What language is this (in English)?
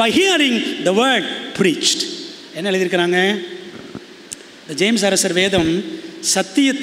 Tamil